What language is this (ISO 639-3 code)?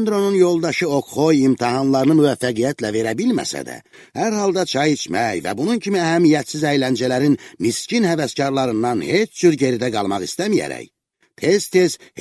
aze